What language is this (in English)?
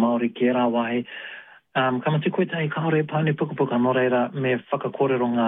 Māori